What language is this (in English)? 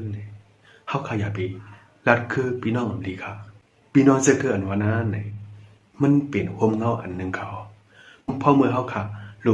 Shan